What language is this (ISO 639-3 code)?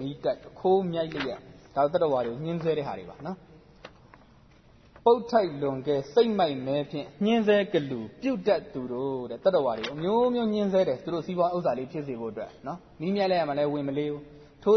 mya